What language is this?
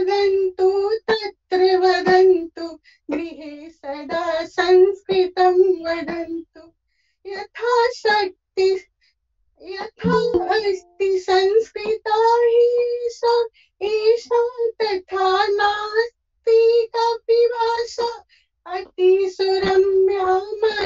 Sanskrit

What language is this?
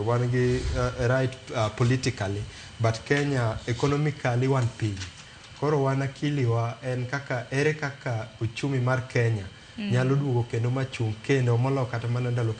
Luo (Kenya and Tanzania)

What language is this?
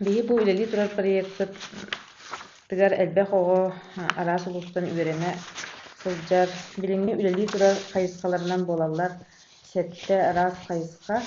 Yakut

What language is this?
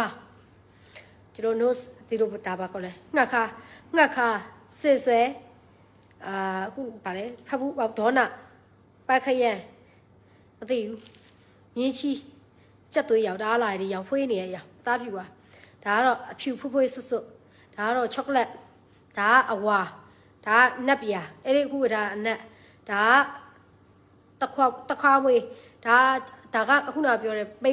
Burmese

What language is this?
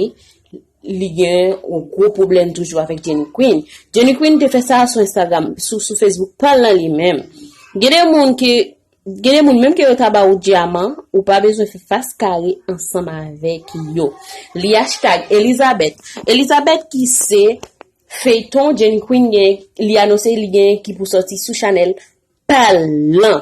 Haitian Creole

